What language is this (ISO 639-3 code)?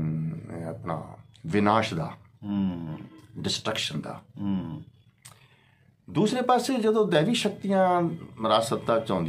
pan